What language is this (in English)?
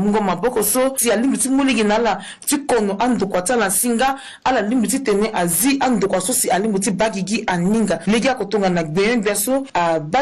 Sango